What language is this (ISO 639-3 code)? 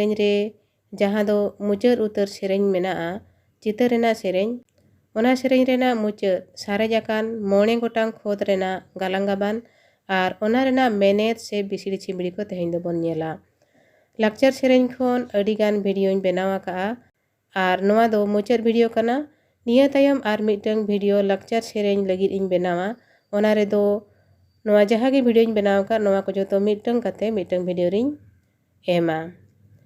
sat